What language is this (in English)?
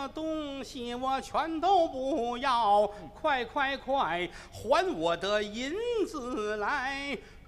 Chinese